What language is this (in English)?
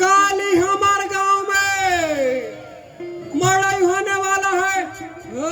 Chhattisgarhi